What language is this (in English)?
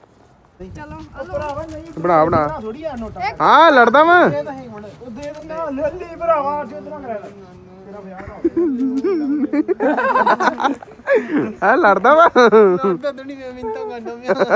Punjabi